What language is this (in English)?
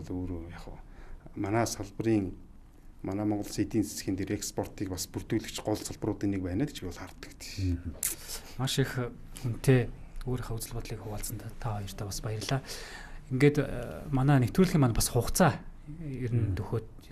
Mongolian